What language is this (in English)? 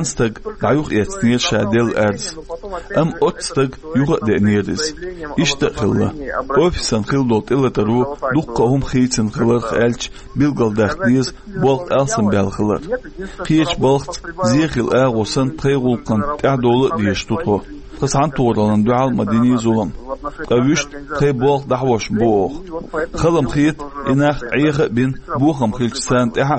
Chechen